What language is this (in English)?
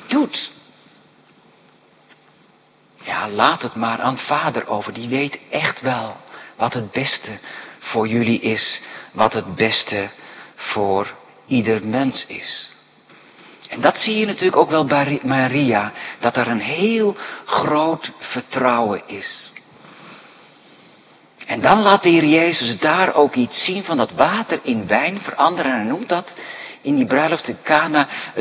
Dutch